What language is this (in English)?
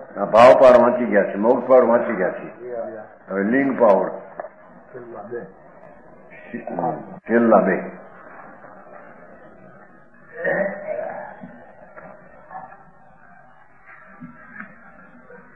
Gujarati